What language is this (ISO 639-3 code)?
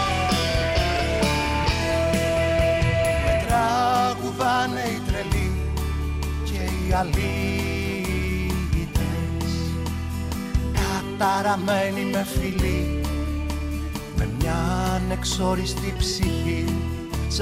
ell